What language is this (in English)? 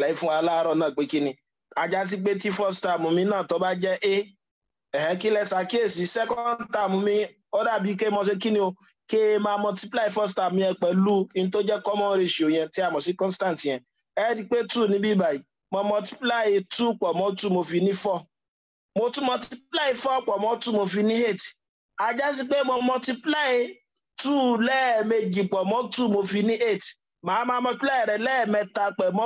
Yoruba